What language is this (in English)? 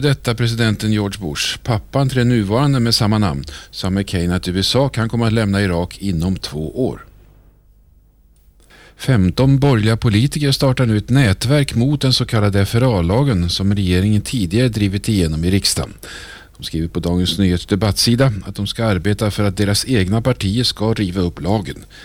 Swedish